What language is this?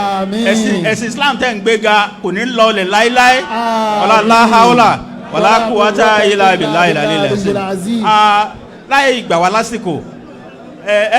Yoruba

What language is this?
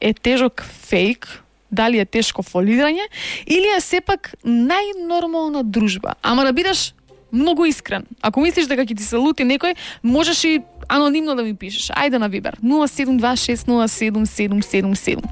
Macedonian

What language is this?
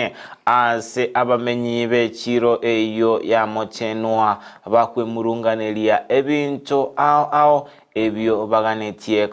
Gusii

